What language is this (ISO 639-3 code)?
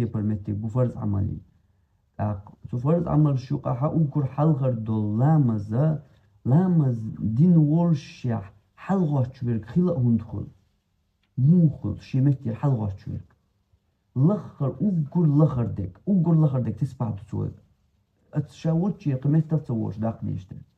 che